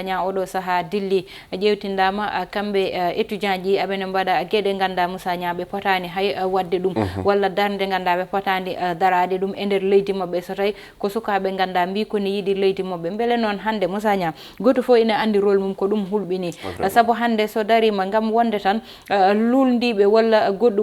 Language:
Fula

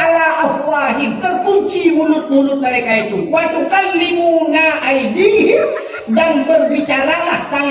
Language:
Achinese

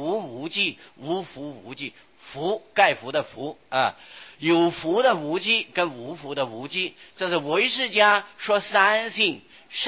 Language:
Chinese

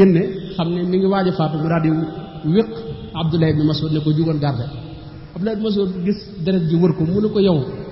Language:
Wolof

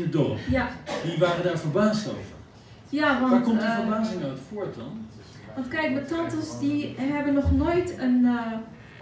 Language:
Dutch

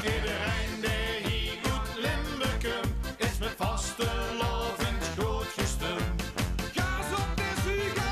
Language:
Limburgish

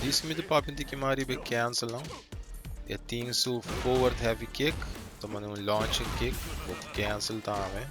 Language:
Papiamento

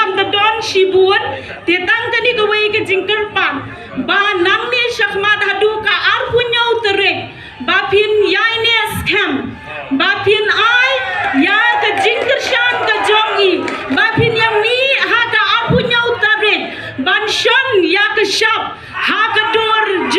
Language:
Khasi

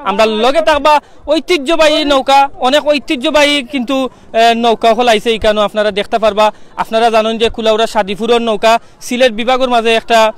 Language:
Sylheti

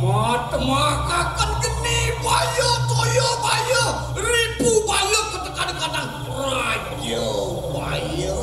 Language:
Balinese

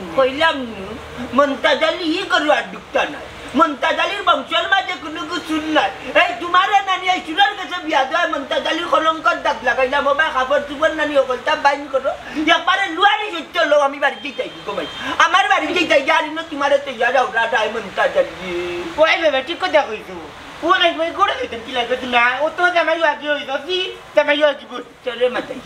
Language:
Sylheti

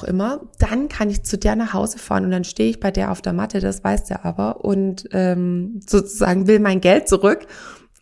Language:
German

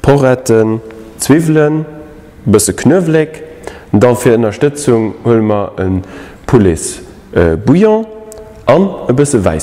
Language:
Luxembourgish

